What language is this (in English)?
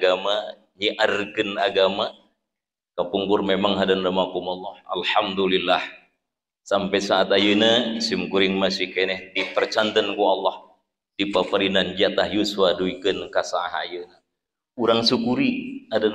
Sundanese